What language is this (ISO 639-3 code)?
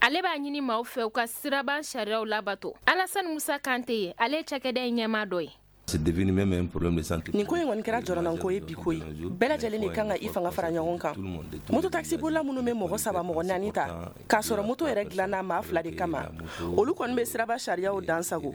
bam